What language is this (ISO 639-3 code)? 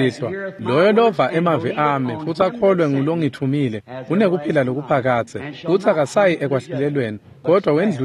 ssw